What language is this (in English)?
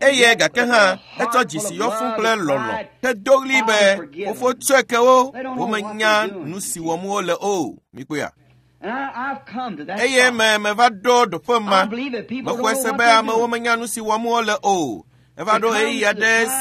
Ewe